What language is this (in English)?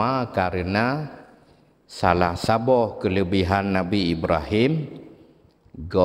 Achinese